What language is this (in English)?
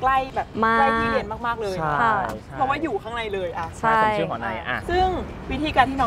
Thai